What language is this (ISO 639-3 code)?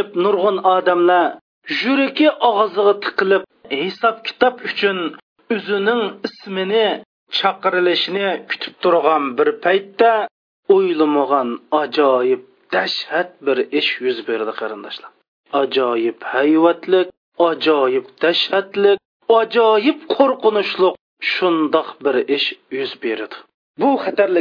uig